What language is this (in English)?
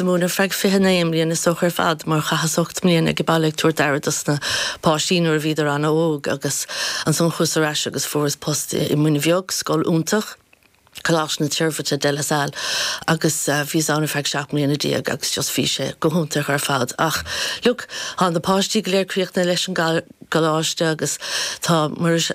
Irish